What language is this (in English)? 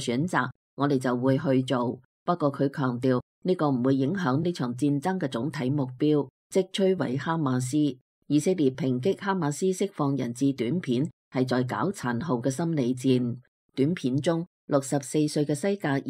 Cantonese